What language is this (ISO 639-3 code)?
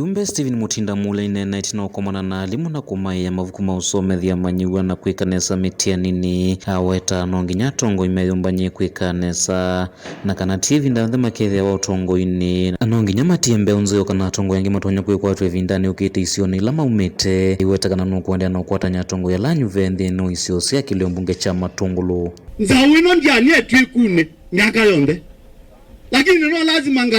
kam